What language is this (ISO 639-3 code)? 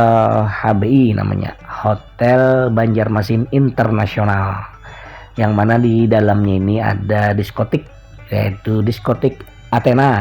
bjn